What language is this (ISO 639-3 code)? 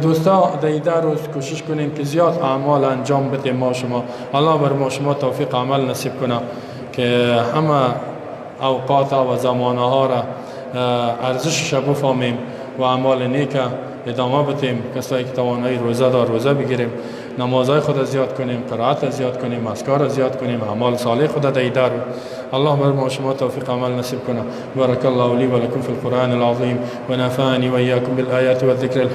fas